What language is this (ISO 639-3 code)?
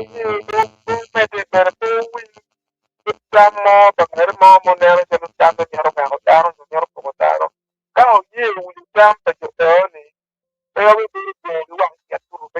ach